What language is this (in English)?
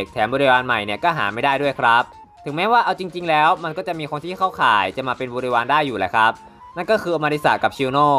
Thai